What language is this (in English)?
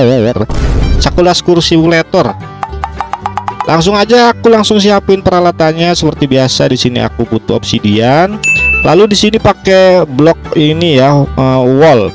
Indonesian